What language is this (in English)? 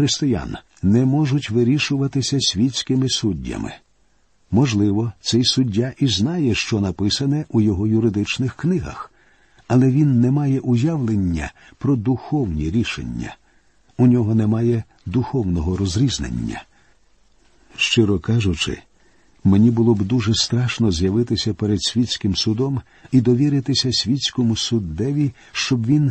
Ukrainian